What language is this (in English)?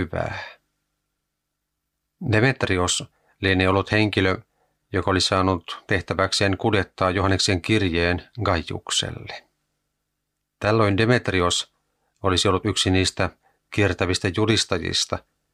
Finnish